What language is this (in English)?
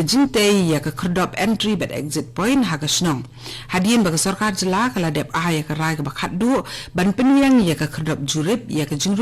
Khasi